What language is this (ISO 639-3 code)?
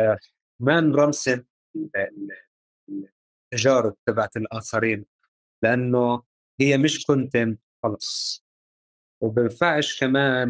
apc